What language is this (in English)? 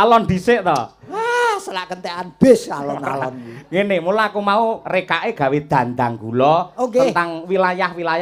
Javanese